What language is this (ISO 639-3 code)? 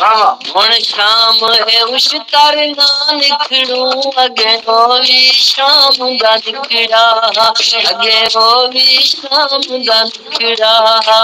skr